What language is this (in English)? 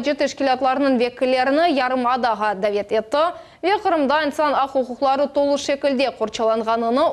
Crimean Tatar